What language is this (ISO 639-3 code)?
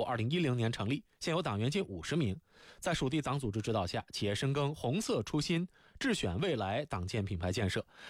zho